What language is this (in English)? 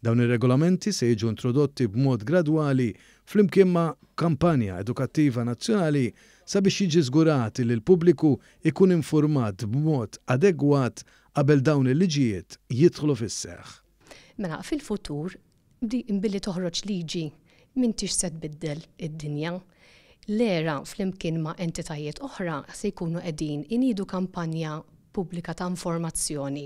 Maltese